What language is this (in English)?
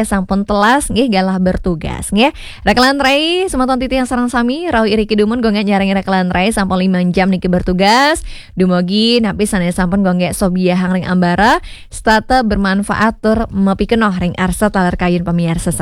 Balinese